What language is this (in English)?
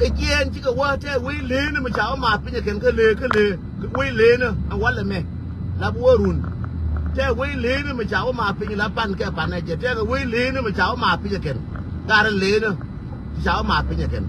Nuer